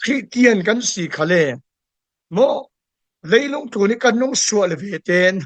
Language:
Falam Chin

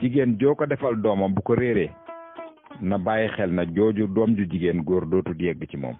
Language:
Wolof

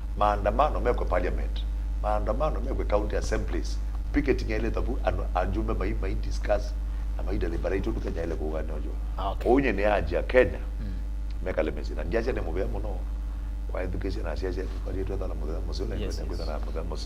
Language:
Kamba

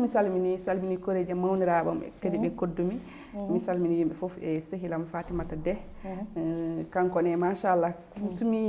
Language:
Fula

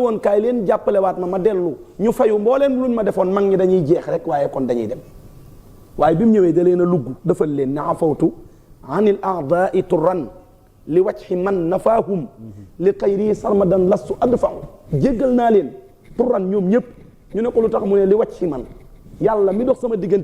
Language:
Wolof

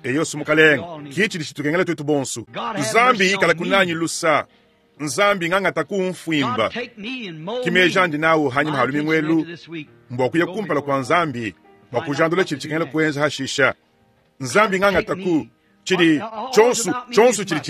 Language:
Luba-Lulua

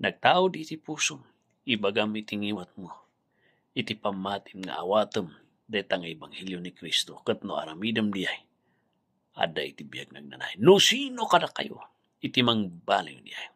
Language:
Iloko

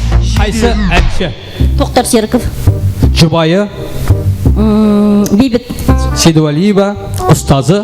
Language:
Kara-Kalpak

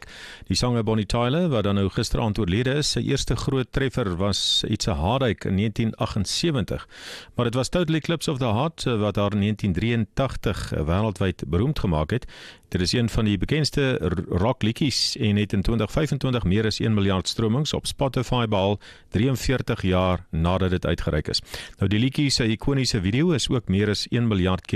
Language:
Afrikaans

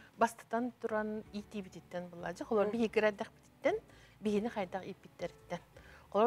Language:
Yakut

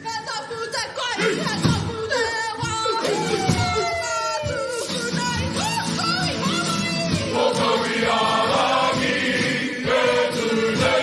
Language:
Māori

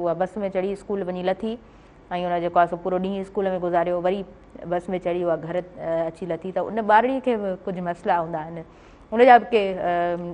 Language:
Sindhi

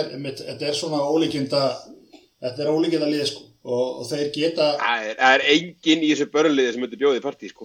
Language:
Icelandic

